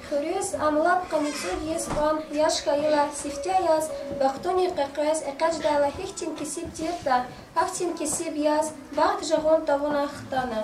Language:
Lezghian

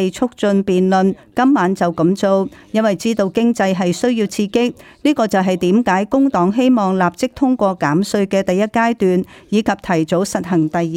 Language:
Cantonese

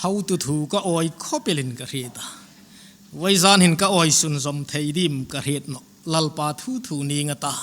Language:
Hmar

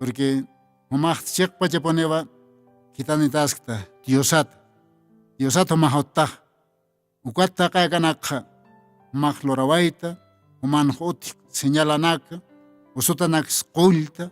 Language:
Aymara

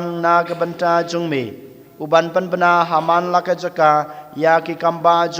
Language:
Khasi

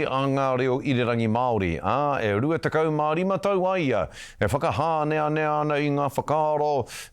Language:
Māori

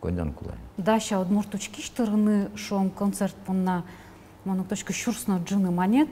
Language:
Udmurt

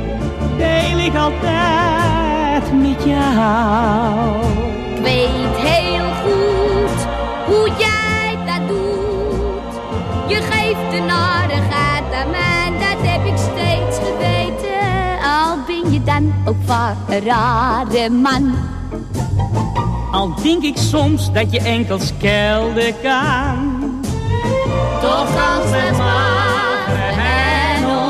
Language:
Dutch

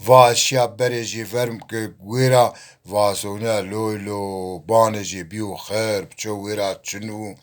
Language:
Zaza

